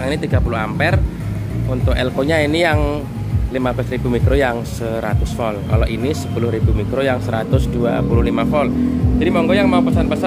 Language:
Indonesian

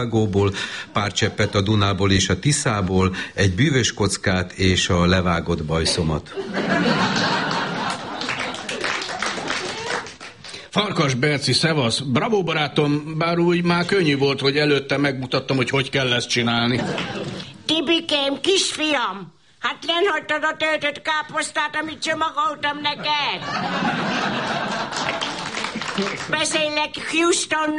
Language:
Hungarian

